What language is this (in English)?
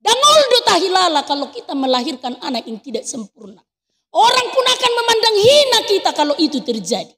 Batak Toba